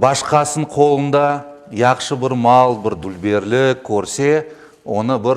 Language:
Crimean Tatar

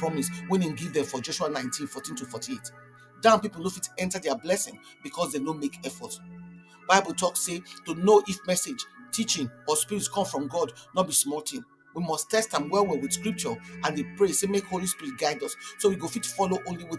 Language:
Nigerian Pidgin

